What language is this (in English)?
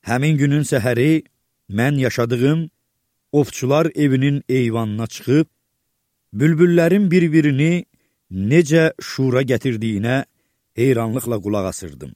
Azerbaijani